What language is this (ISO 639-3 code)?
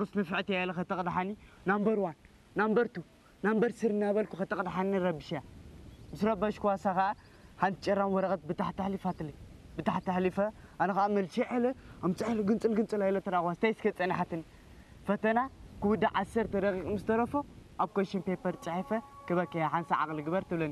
tir